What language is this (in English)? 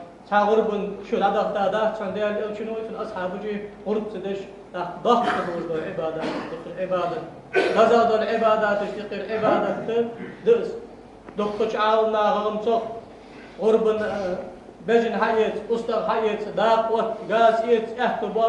Ingush